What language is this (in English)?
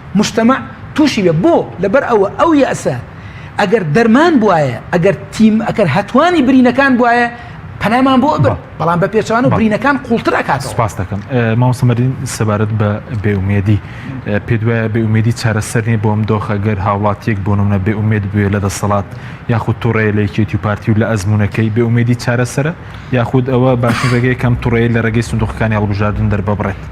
Central Kurdish